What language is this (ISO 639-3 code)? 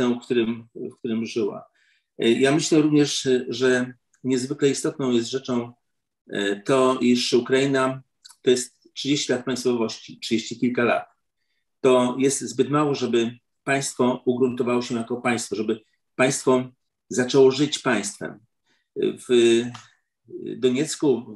pol